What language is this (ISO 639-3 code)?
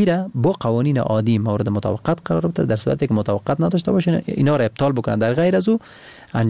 fas